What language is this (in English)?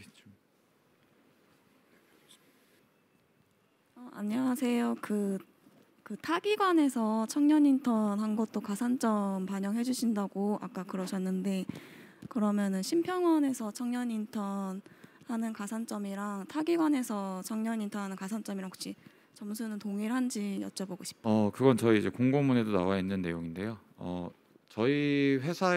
Korean